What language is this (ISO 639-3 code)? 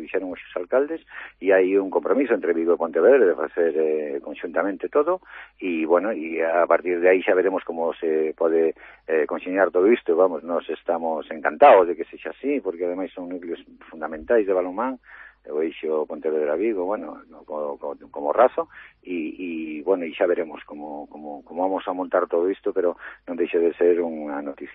glg